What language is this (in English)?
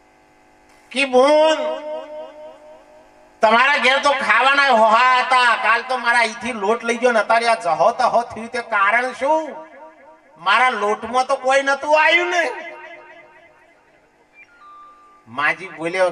Gujarati